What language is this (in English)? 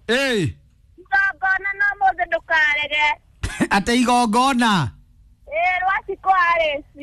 Kikuyu